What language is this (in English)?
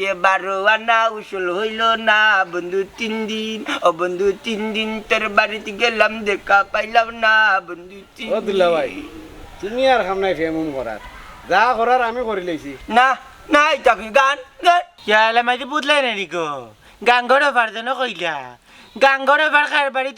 Sylheti